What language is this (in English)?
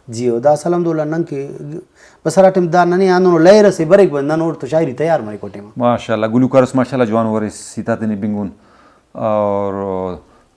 Brahui